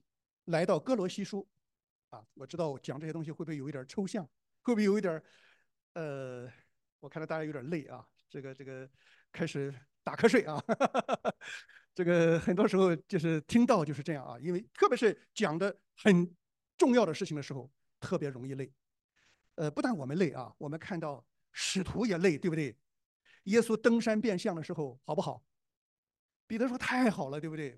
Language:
Chinese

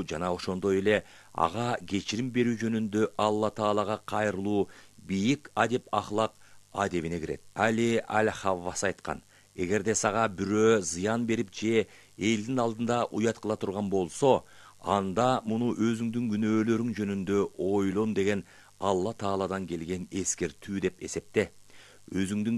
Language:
Kyrgyz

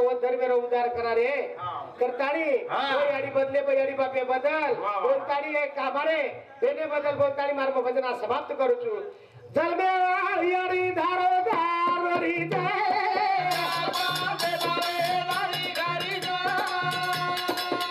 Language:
Lambadi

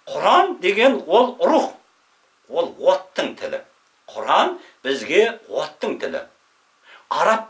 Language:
Kazakh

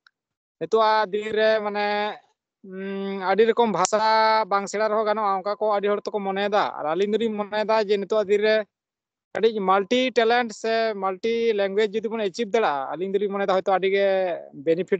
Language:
Santali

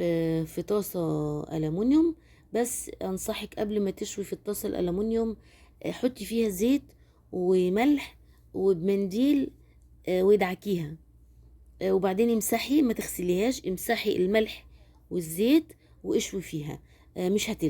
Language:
Egyptian Arabic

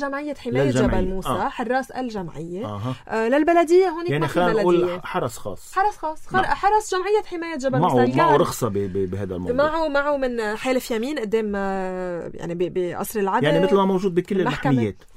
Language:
North Levantine Arabic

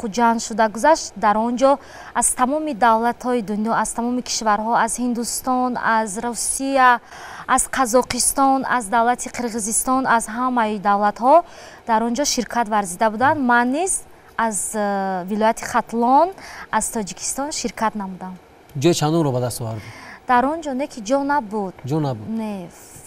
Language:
Tajik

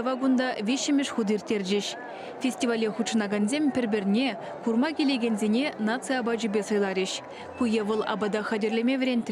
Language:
Chuvash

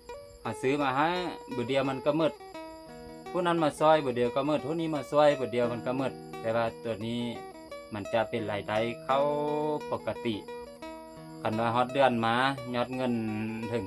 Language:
Lao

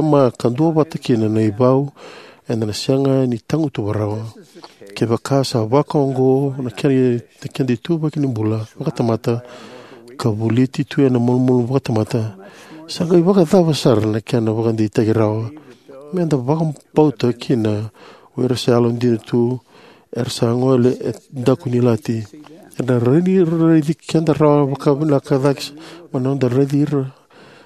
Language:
Fijian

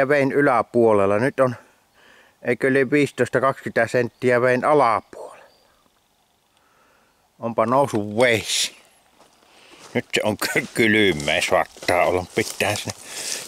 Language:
Finnish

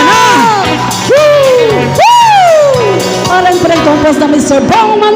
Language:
Pampanga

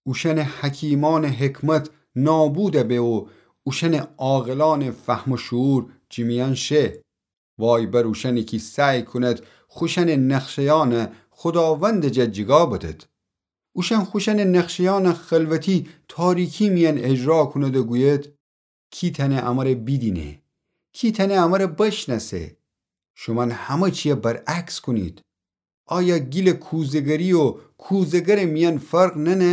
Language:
Gilaki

